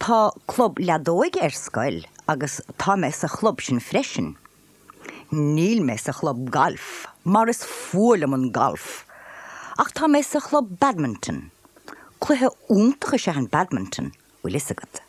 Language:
Irish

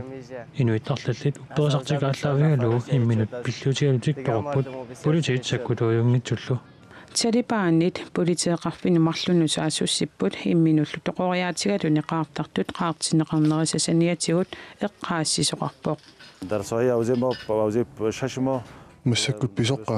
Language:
Kalaallisut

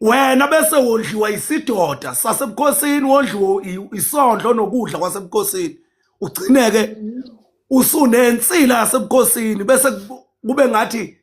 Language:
Zulu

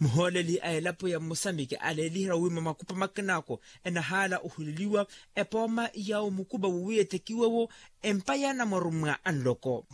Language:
Makhuwa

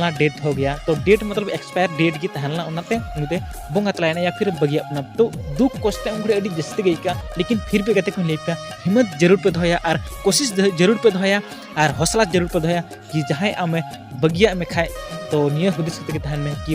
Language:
Santali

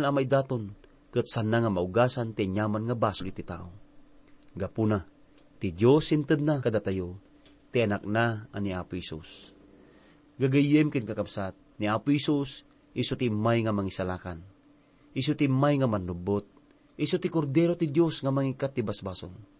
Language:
Iloko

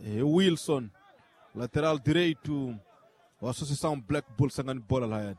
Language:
Tsonga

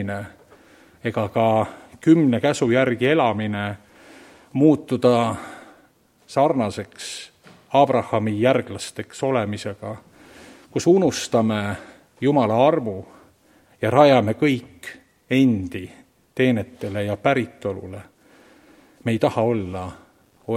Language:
Estonian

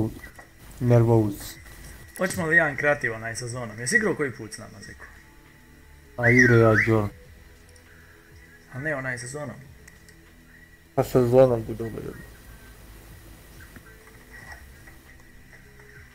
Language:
Croatian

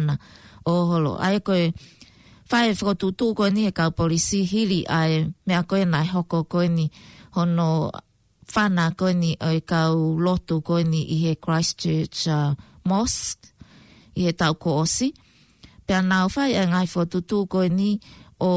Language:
Tongan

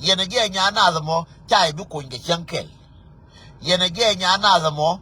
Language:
Nuer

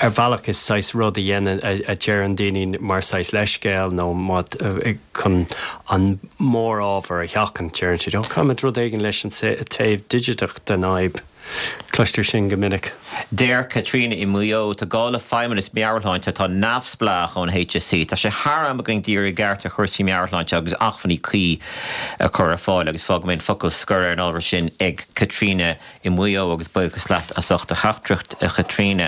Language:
Irish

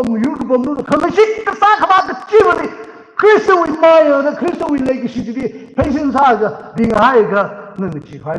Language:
Tangkhul Naga (India)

